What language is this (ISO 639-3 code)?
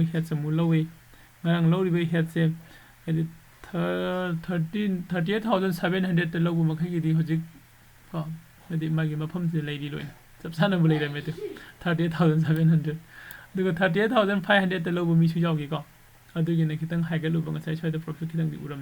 mni